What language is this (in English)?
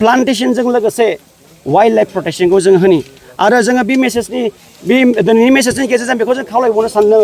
Bodo